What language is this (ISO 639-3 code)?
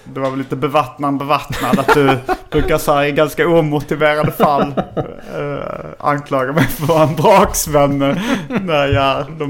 swe